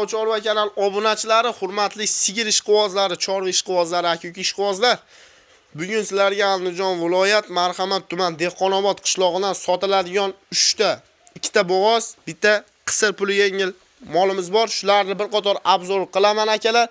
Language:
Uzbek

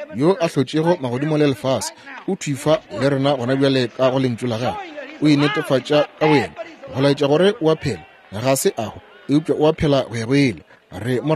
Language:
Northern Sotho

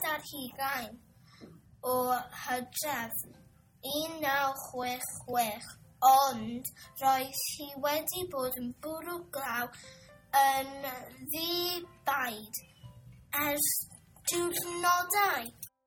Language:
Welsh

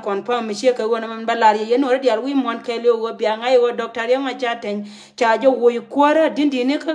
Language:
Nuer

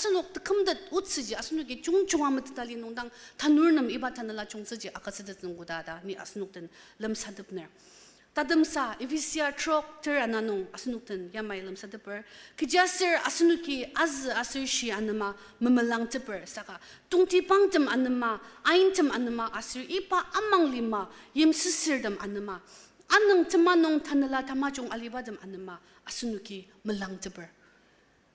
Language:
Ao Naga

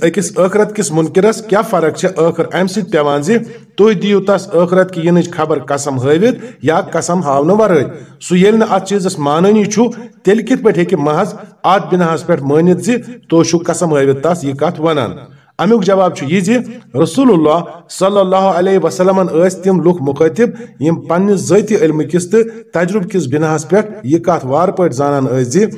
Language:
Kashmiri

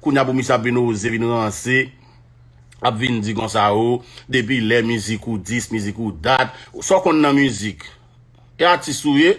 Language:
Haitian Creole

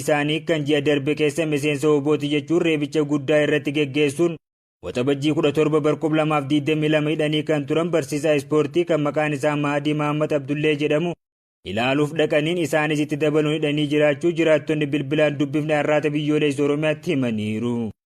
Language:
Oromo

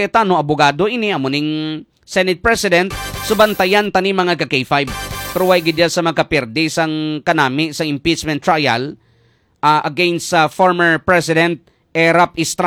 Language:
Hiligaynon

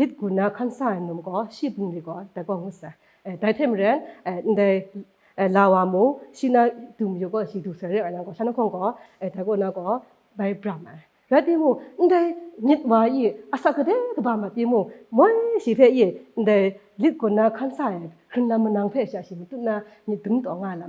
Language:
Kachin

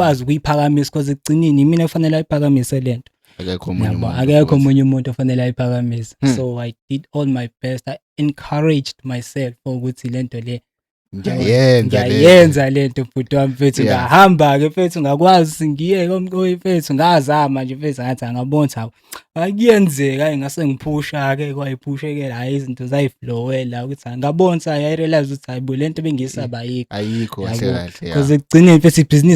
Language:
Zulu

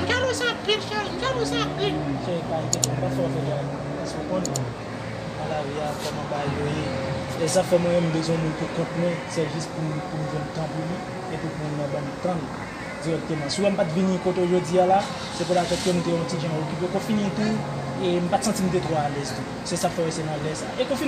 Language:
Haitian Creole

